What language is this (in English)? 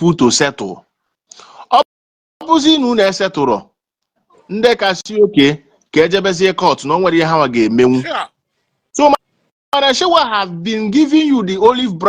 Igbo